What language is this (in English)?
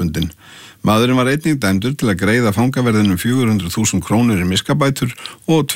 Icelandic